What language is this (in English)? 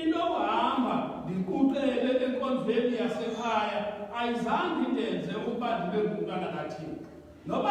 Xhosa